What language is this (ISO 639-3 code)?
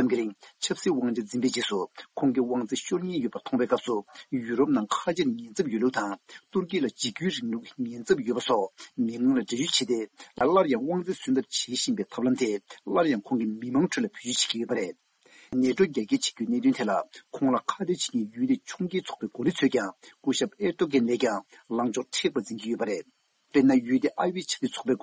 bod